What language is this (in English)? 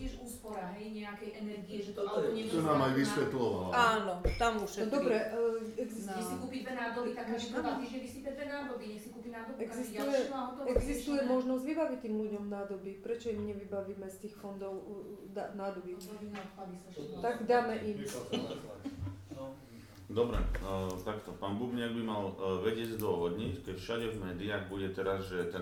Slovak